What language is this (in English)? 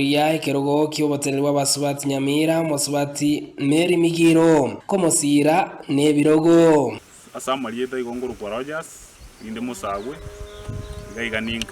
Gusii